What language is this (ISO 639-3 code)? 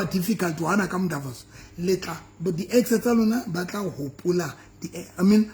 sot